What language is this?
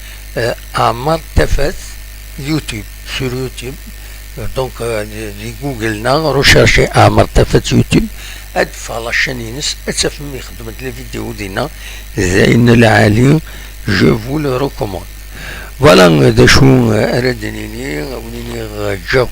Kabyle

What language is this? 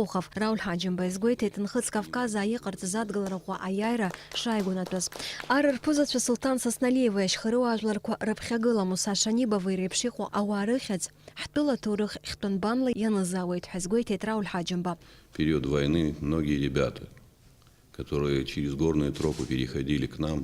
Abkhazian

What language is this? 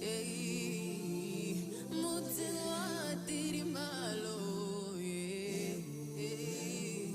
Tswana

